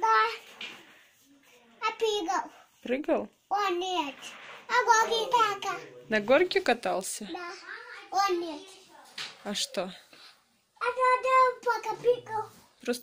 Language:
Russian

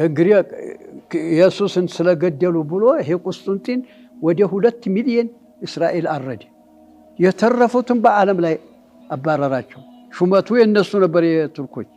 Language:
Amharic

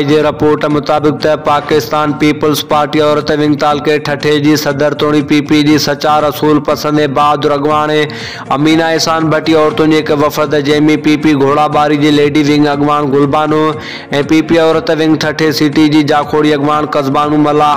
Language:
Sindhi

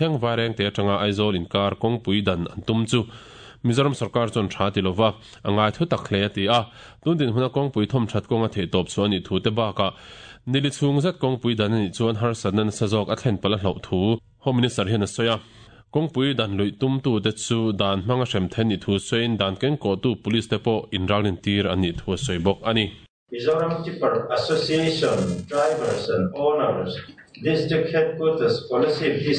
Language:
Mizo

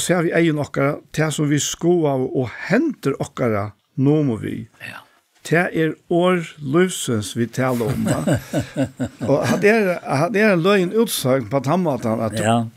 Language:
Faroese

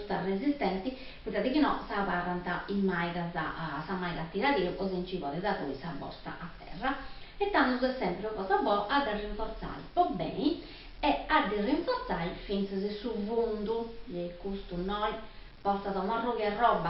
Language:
Sardinian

